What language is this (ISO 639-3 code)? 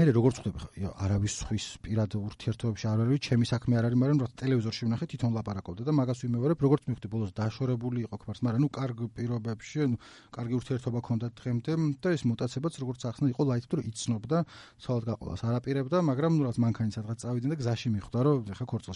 kat